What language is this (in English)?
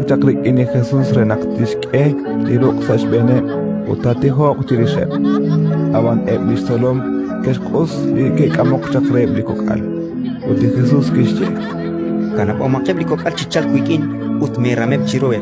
Kekchí